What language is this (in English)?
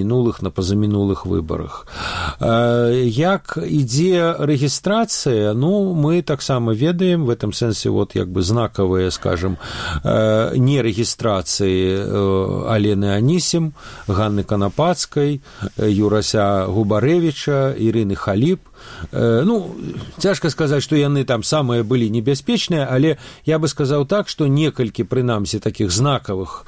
Belarusian